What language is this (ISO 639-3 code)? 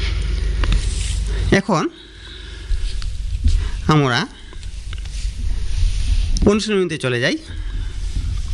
ben